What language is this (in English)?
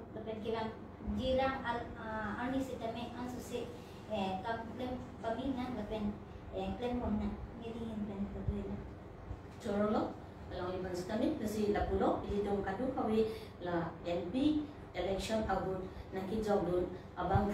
Karbi